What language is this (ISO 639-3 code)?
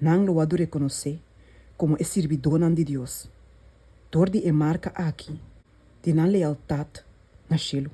pap